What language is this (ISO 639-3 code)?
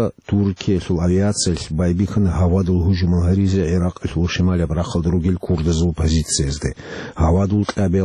ava